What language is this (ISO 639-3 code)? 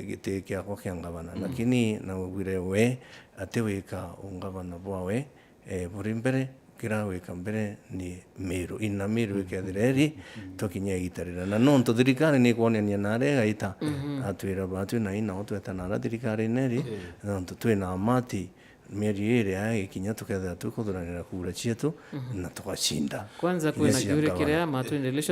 mer